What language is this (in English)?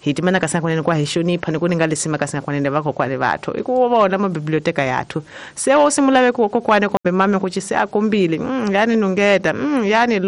Tsonga